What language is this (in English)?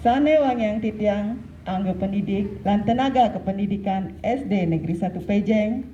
Balinese